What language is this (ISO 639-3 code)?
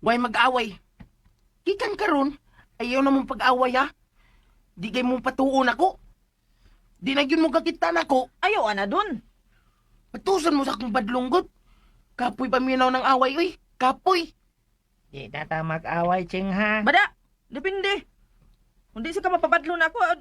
ceb